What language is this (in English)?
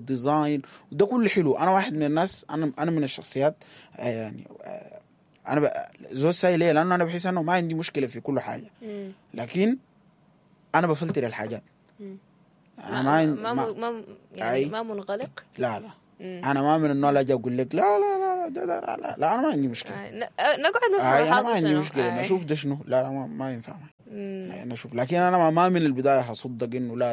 Sudanese Arabic